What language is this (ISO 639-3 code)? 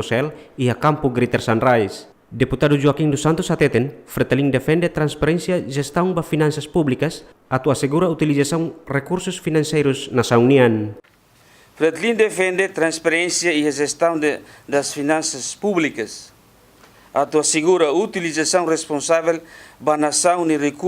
tet